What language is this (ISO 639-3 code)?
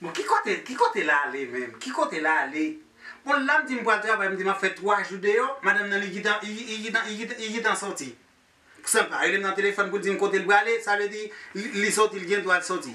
hat